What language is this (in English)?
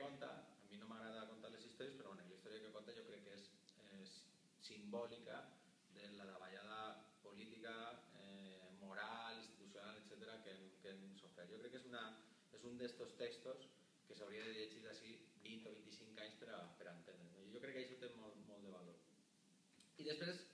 Catalan